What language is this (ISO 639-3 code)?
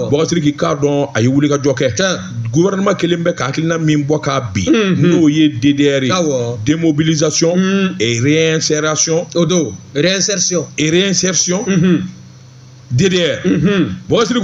bam